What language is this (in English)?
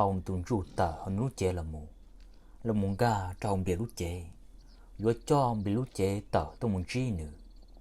Hmong